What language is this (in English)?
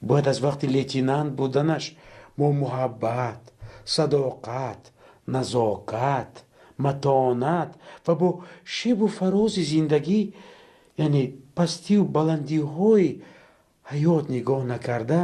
Tajik